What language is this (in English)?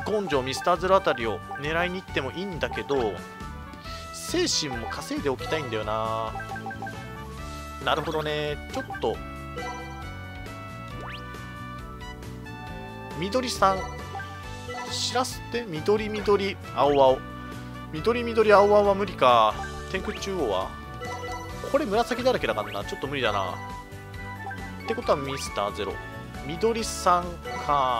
Japanese